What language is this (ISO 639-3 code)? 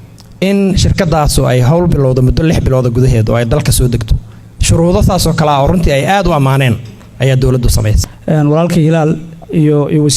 som